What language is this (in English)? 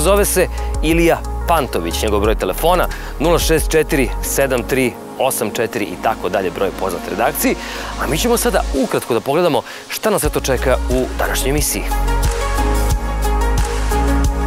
Serbian